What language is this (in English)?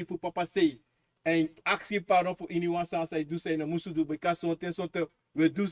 Sranan Tongo